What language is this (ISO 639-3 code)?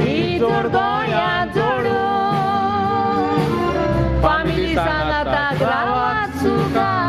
kok